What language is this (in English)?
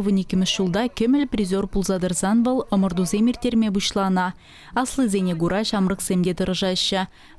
Chuvash